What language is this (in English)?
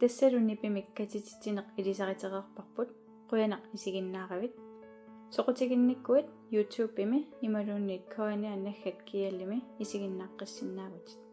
Kalaallisut